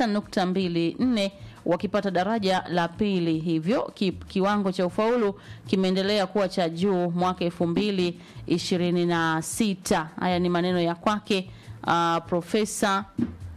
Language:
Swahili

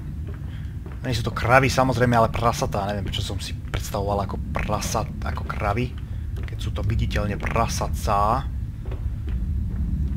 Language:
Slovak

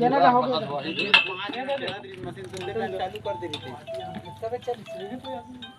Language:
Chhattisgarhi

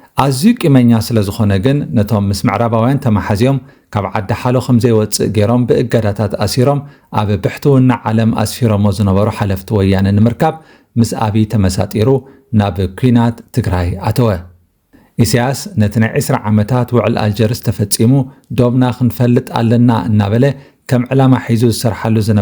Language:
Tigrinya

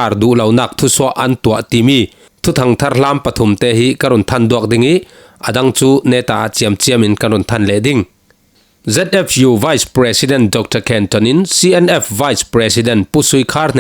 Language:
Falam Chin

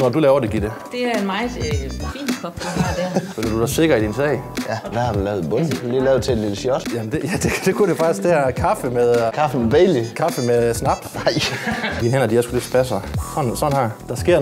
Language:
Danish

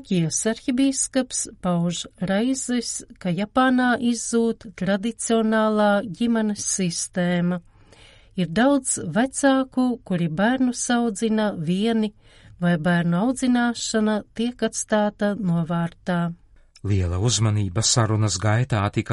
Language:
Latvian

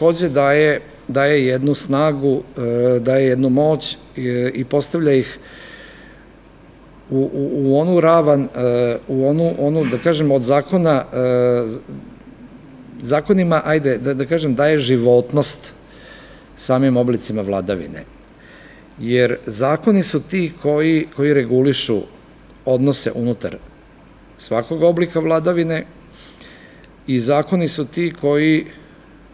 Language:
Serbian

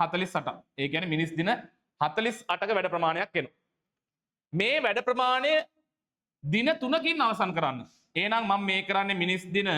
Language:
Sinhala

